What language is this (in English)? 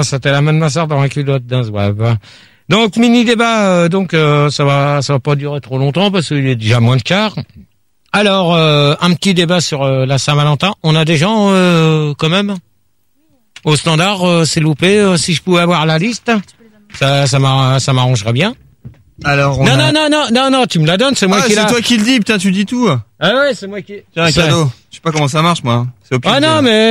French